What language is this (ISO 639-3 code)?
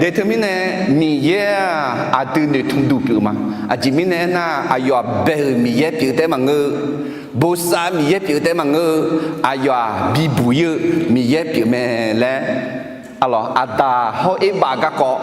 ahk